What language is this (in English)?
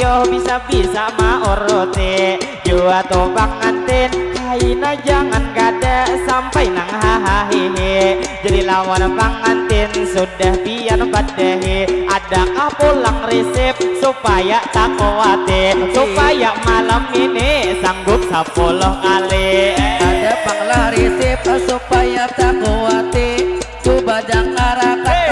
Banjar